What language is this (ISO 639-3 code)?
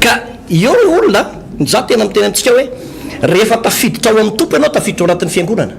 mlg